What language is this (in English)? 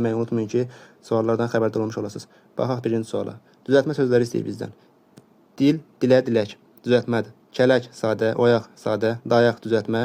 Azerbaijani